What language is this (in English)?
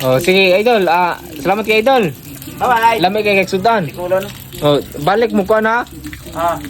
Cebuano